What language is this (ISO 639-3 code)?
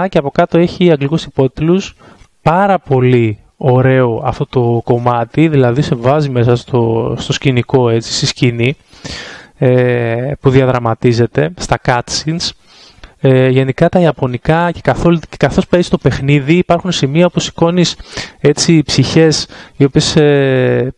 ell